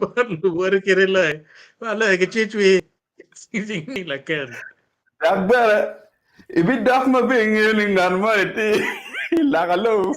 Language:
Acoli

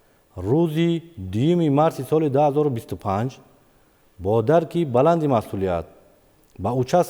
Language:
Tajik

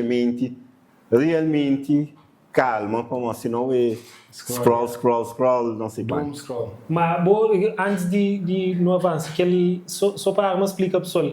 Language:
Kabuverdianu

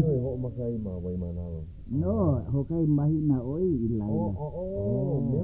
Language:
Hawaiian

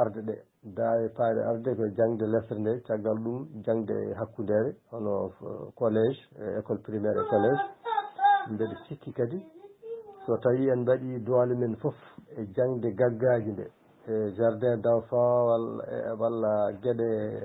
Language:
Fula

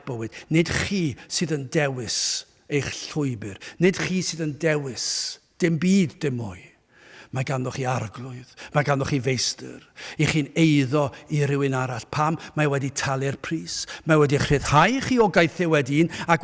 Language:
Welsh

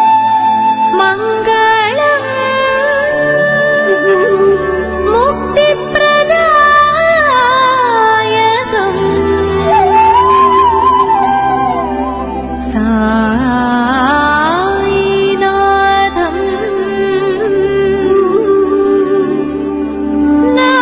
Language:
Telugu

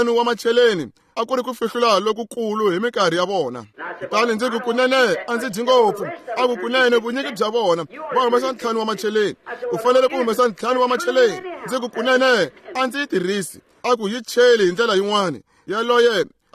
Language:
Tsonga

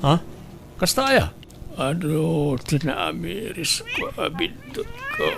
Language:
Iloko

